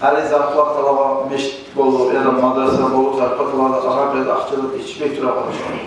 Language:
Kumyk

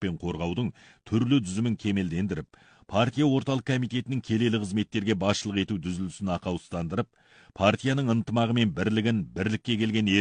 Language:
Kazakh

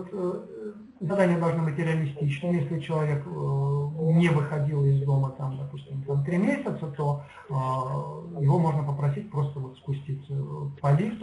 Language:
Russian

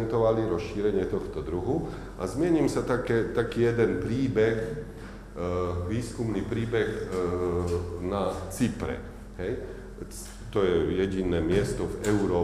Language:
Slovak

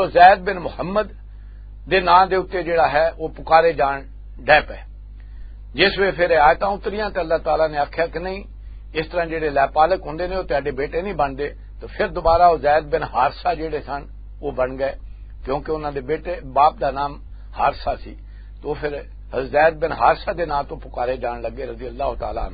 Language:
Western Panjabi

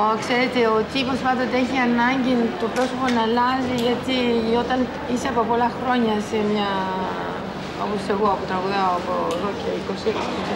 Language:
Greek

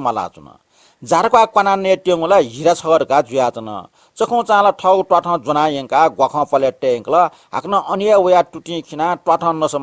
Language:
Newari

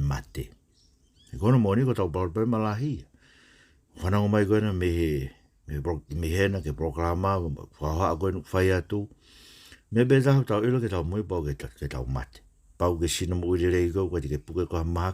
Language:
Tongan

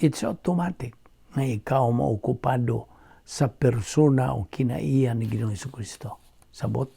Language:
Cebuano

